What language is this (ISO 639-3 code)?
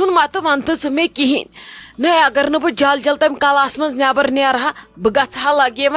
kas